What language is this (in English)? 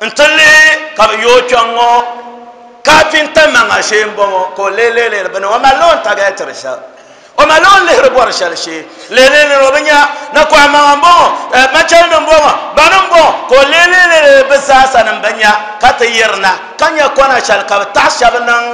Dagbani